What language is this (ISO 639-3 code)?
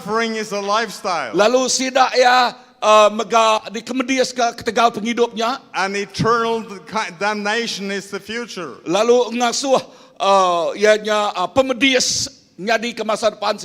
iba